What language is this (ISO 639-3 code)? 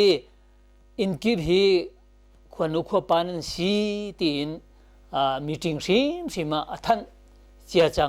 cnh